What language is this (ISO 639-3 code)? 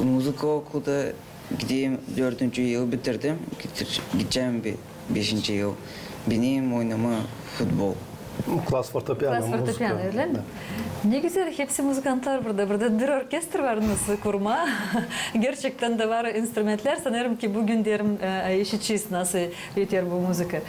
gag